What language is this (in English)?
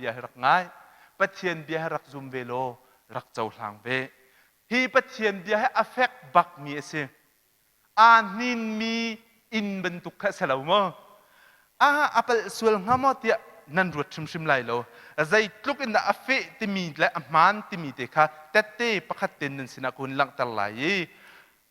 Hakha Chin